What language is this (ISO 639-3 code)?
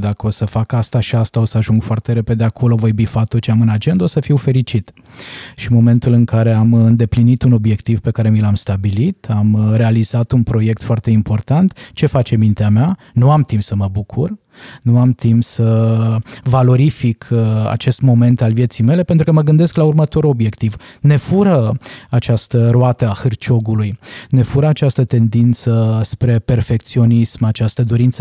ron